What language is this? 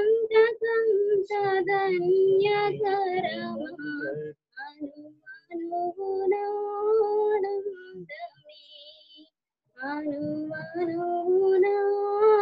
Telugu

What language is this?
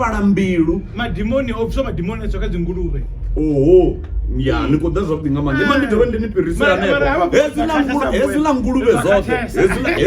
Venda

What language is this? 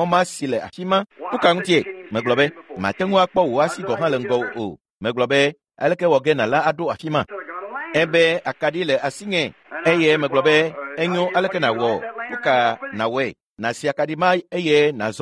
Ewe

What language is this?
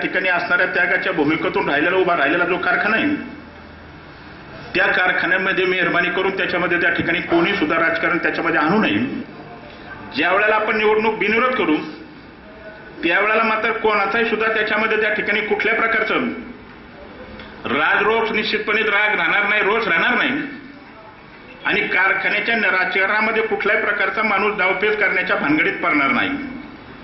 Marathi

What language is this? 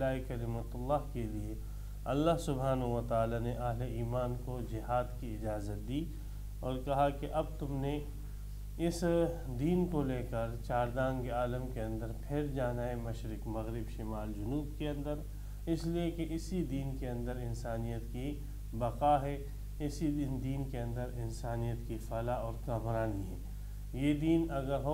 Urdu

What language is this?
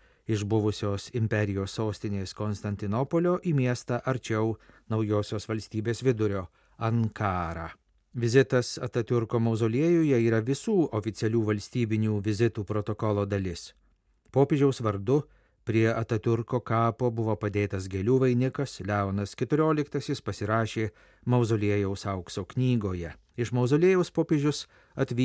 Lithuanian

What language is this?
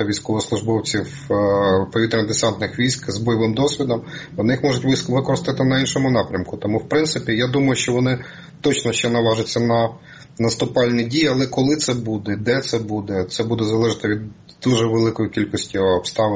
Ukrainian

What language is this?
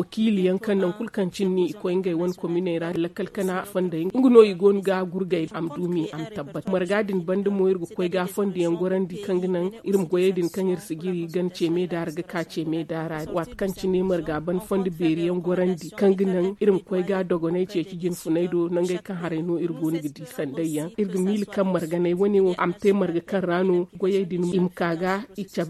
Zarma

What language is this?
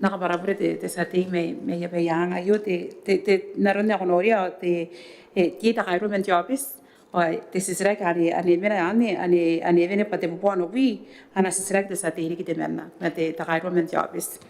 Gilbertese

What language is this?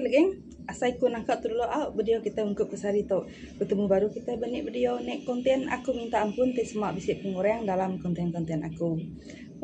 Iban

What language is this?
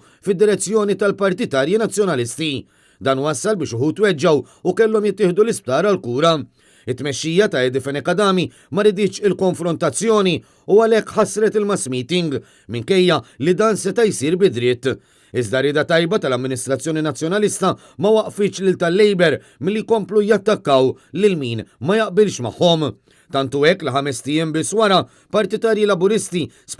Maltese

